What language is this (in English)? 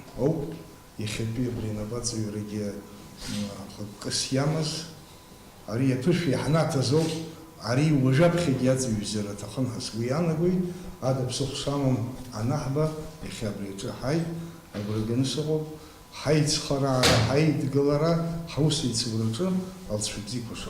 Abkhazian